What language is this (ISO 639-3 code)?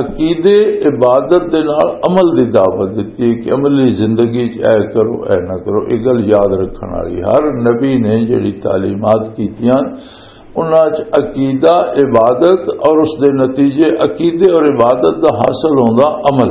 lah